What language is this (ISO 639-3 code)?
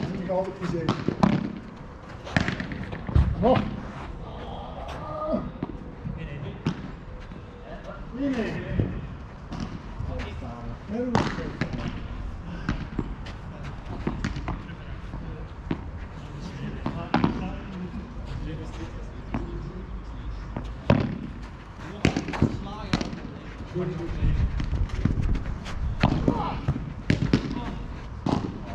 nld